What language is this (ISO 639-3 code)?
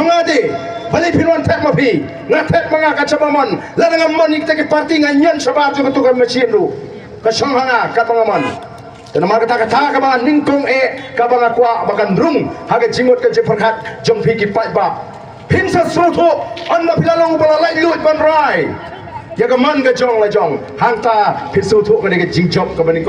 kha